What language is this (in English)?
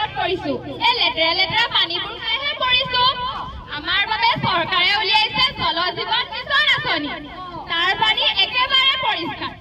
Assamese